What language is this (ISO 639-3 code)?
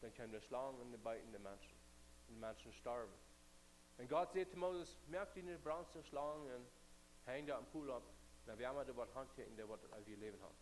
pdt